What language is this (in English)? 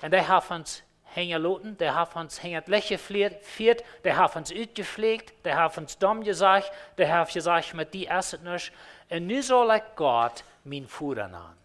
Plautdietsch